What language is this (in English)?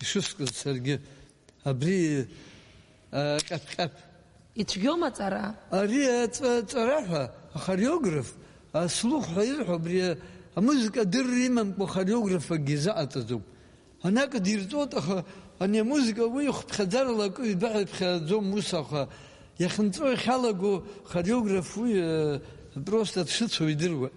Abkhazian